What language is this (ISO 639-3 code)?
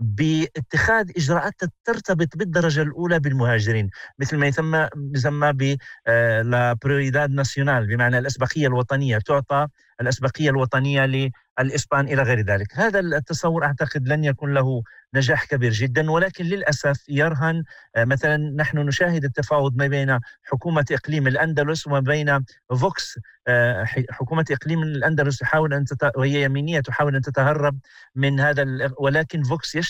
ara